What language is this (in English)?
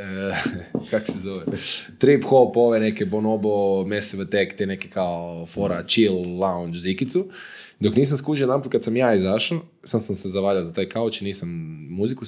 Croatian